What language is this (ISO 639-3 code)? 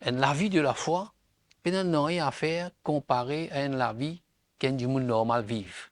mfe